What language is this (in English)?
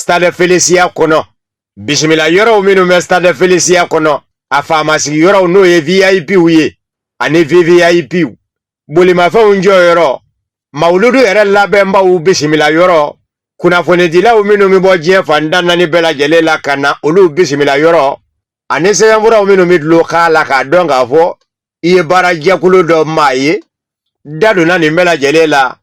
Bambara